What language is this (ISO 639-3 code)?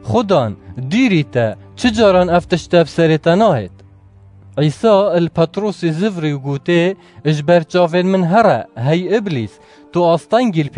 kur